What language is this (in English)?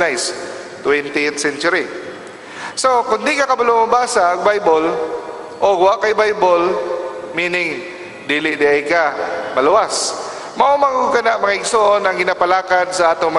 Cebuano